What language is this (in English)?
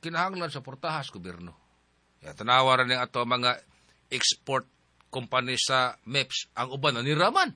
Cebuano